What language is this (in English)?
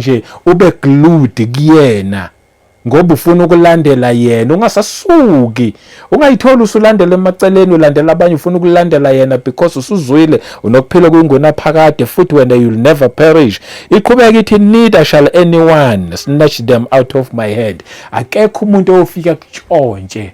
Zulu